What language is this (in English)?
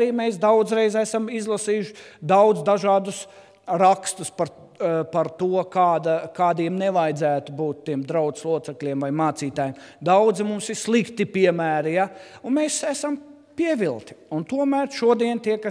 Latvian